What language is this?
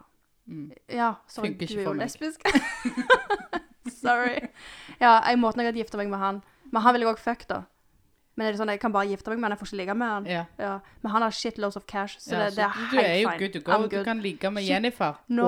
Norwegian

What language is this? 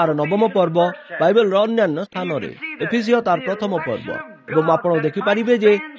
Odia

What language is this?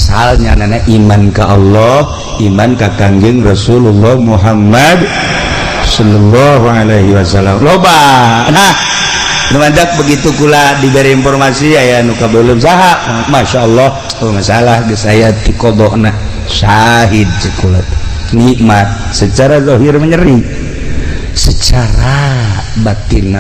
Sundanese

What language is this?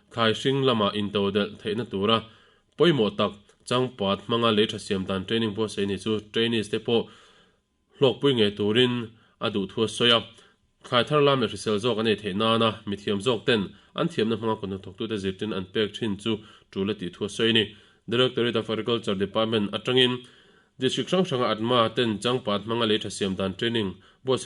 Mizo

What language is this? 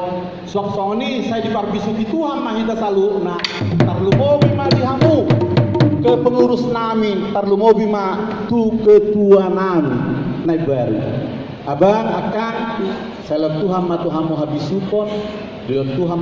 Batak Toba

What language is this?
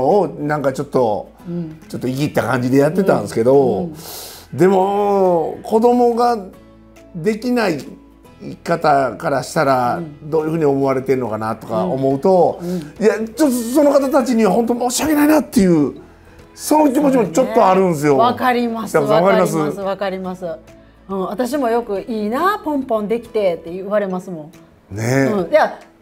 Japanese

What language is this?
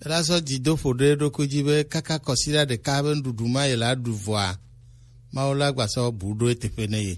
Gen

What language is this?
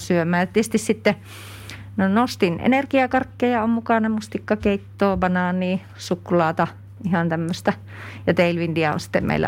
Finnish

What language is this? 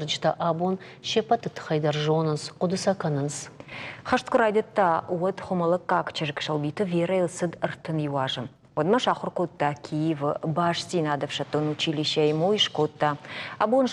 Ossetic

